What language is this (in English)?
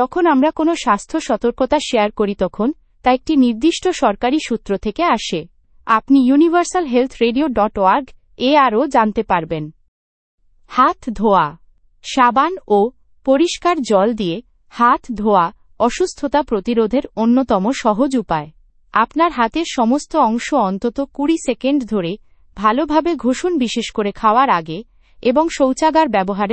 Bangla